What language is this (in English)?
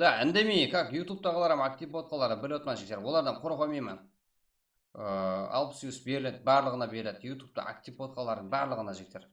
Kara-Kalpak